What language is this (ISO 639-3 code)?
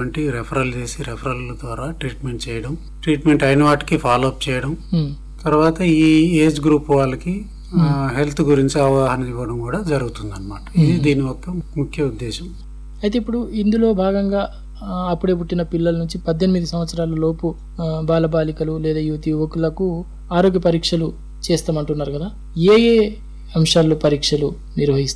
tel